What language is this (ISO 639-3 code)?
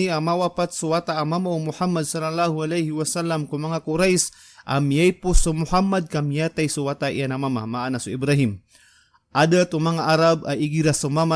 mrw